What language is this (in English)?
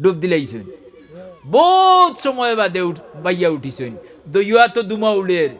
Sylheti